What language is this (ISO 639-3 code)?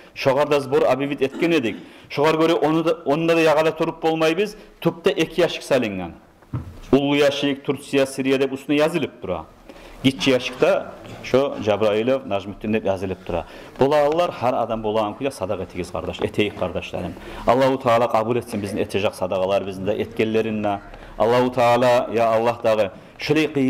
kum